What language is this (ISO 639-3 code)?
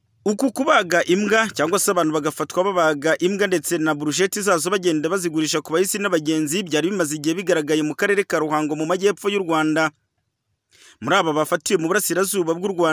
kin